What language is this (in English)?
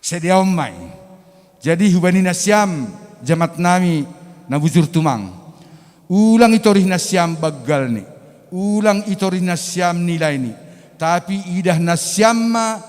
Batak Simalungun